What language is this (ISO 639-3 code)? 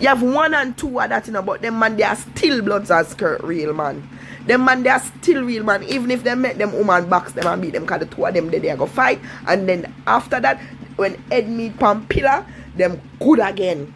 jam